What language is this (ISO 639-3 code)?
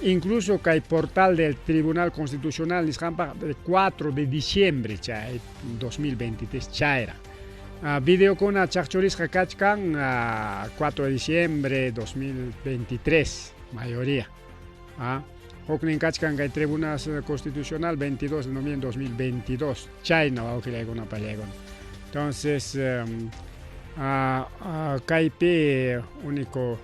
quy